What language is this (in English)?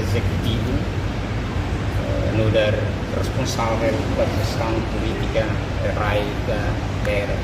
Tetum